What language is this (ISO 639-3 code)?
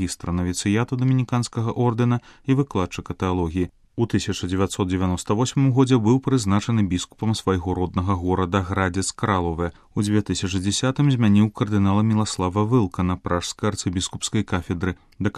bel